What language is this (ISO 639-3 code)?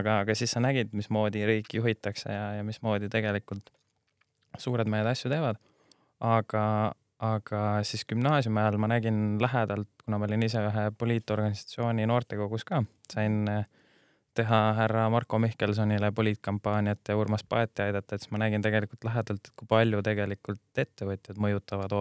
est